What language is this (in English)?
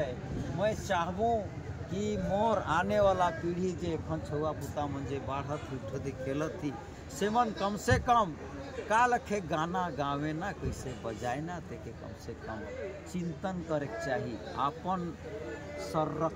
Sadri